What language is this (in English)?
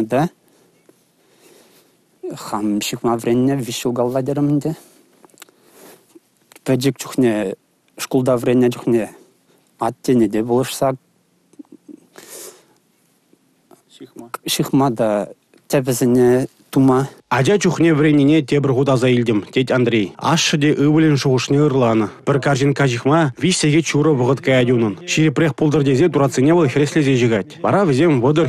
Chuvash